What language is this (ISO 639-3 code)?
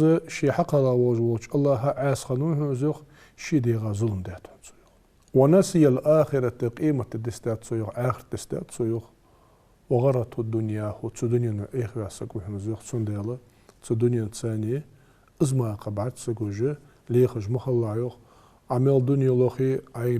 inh